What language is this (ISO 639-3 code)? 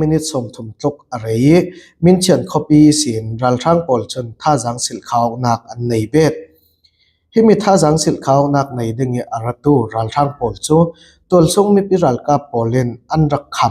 cfm